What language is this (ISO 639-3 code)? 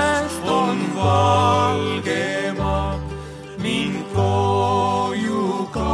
est